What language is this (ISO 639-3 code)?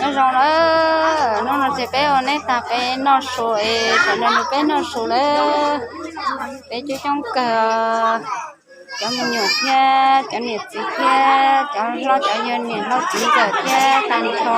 hmn